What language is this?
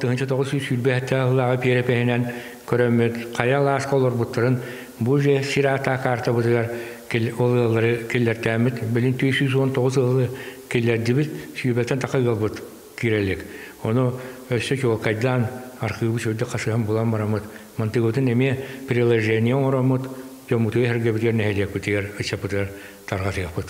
Yakut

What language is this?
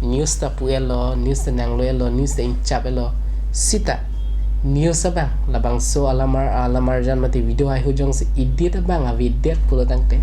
Karbi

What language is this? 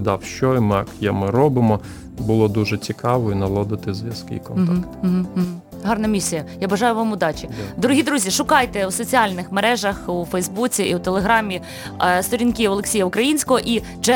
Ukrainian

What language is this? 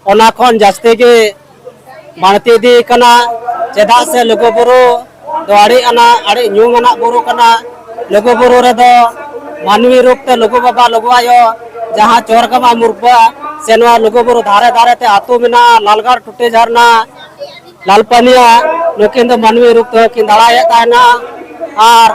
Santali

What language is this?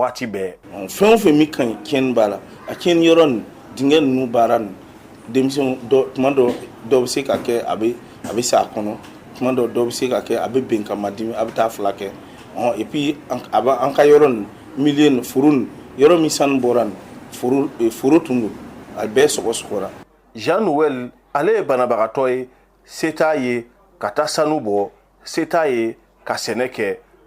Bambara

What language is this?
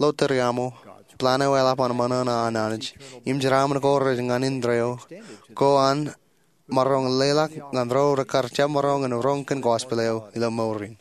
Marshallese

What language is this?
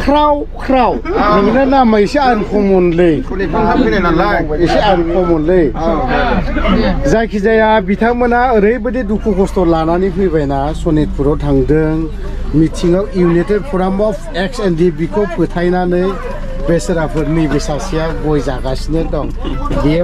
Bodo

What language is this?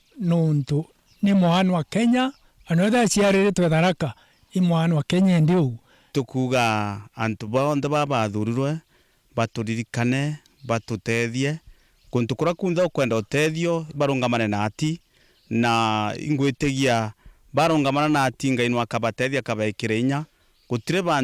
Meru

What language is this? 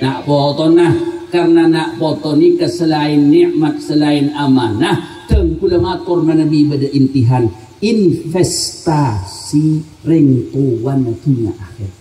Madurese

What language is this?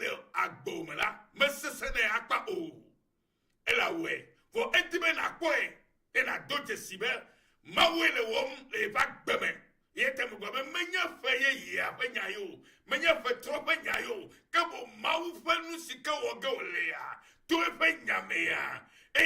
Ewe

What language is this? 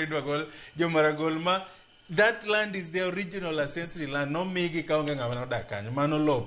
Luo (Kenya and Tanzania)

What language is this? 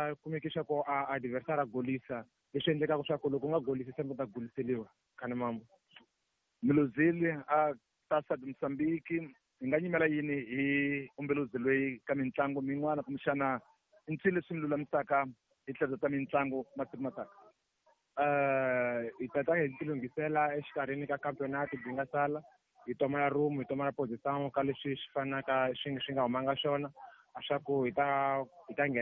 Tsonga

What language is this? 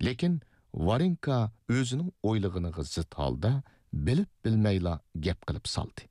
Uyghur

